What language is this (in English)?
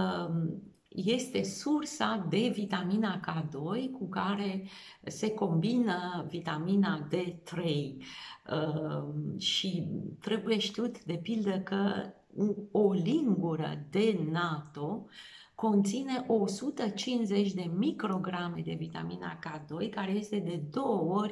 Romanian